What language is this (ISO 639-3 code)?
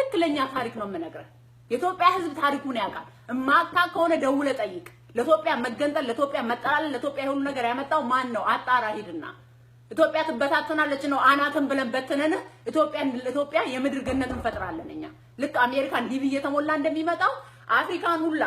amh